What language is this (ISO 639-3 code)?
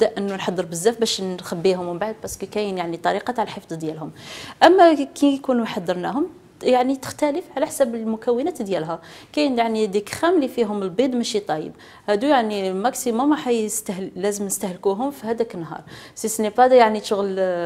arq